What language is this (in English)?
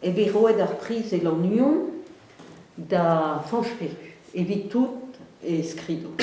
Breton